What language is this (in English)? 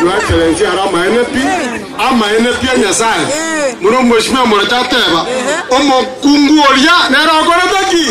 Gusii